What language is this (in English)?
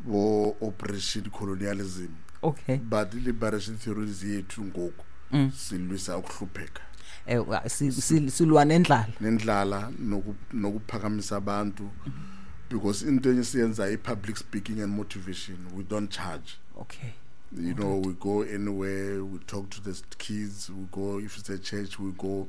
Xhosa